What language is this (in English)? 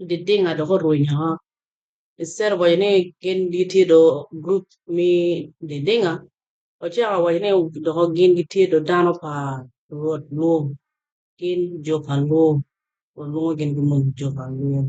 Acoli